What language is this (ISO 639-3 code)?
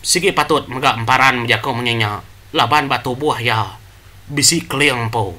iba